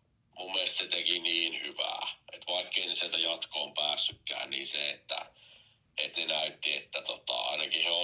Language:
Finnish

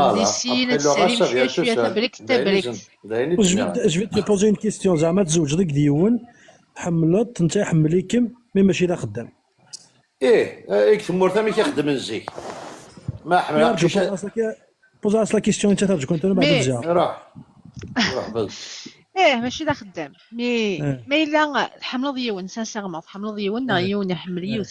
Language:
Kabyle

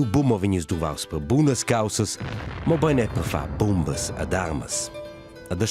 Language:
Romansh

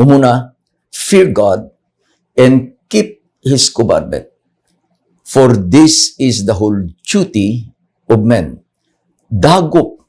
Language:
Iloko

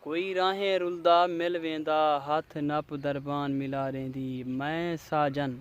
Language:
Saraiki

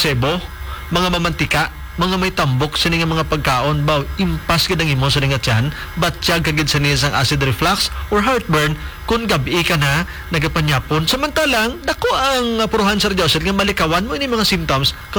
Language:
Hiligaynon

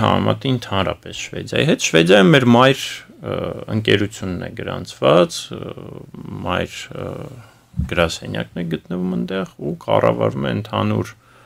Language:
Armenian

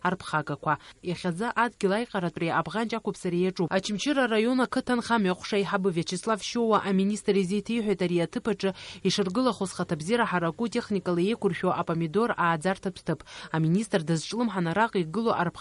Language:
Abkhazian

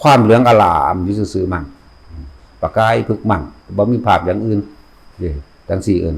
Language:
Northeastern Thai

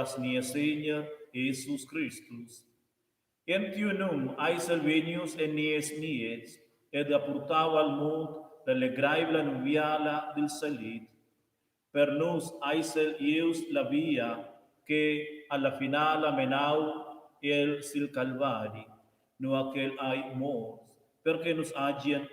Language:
Romansh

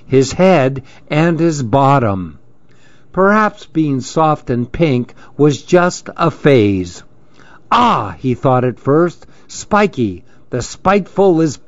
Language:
English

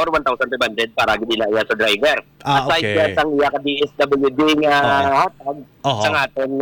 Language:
Hiligaynon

